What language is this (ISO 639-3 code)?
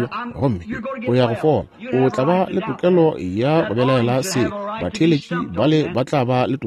nso